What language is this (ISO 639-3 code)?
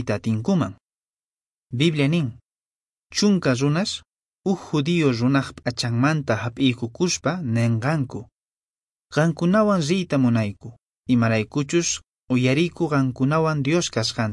que